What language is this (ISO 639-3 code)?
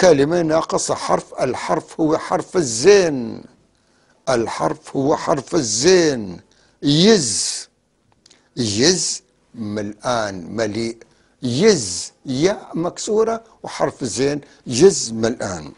apc